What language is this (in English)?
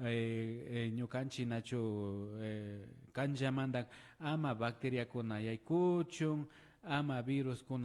Imbabura Highland Quichua